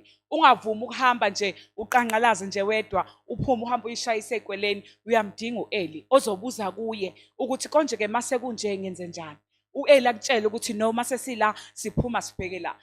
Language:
Zulu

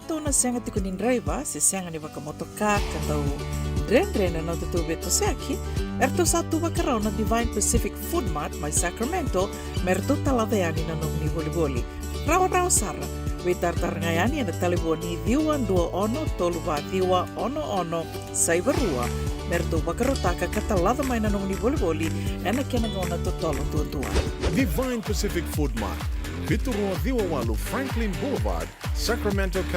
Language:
Fijian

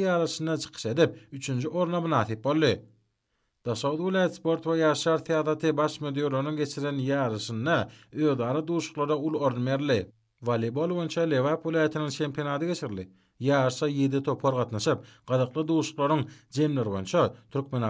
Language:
Turkmen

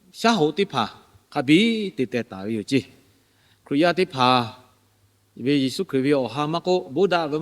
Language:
Lahu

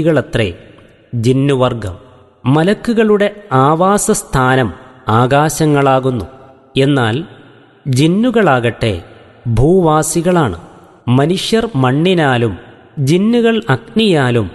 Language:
Malayalam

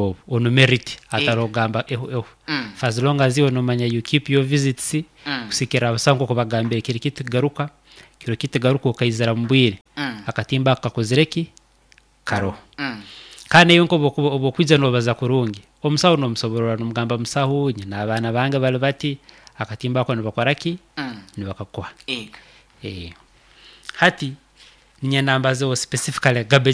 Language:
Nyoro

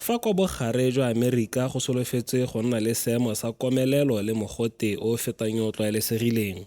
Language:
Tswana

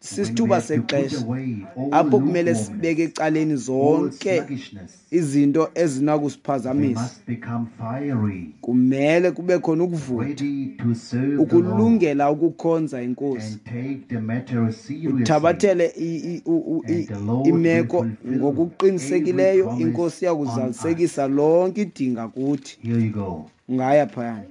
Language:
Xhosa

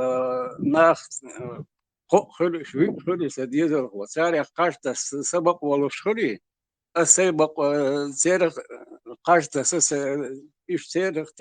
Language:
Chechen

